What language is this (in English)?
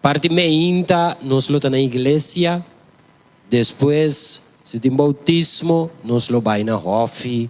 Papiamento